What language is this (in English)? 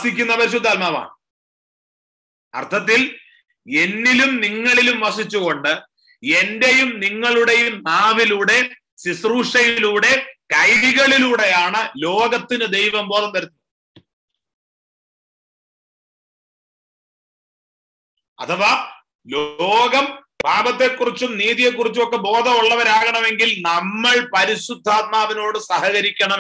Malayalam